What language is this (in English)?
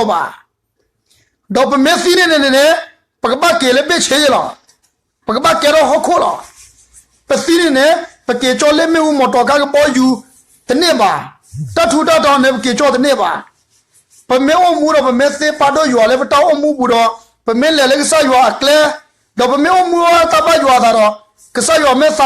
S'gaw Karen